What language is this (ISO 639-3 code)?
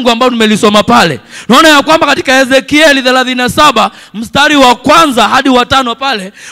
swa